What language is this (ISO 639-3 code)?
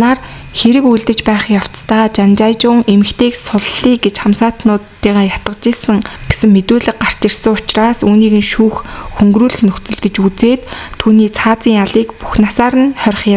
mon